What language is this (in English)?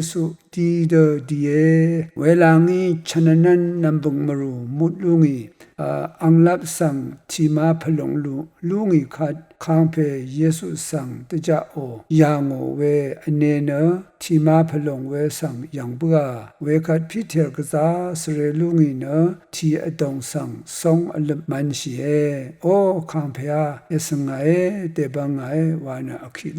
Rawang